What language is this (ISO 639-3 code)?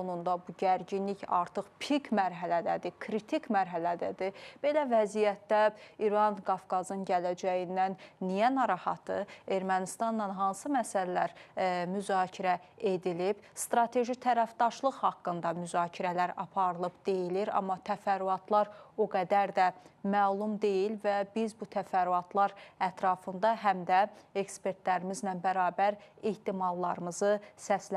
aze